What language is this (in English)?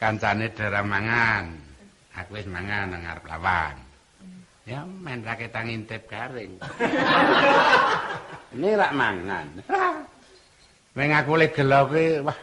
Javanese